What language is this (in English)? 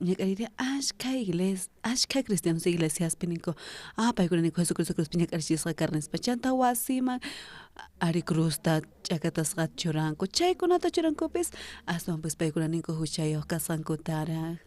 South Bolivian Quechua